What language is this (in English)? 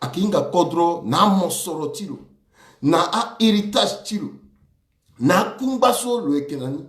Sango